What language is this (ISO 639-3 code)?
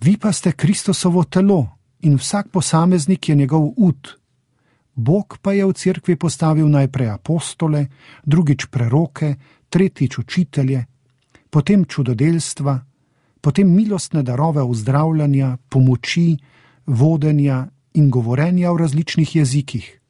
slv